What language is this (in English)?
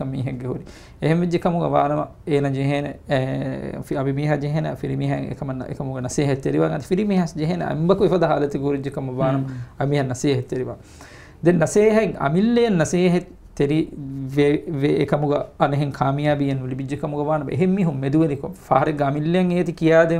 Divehi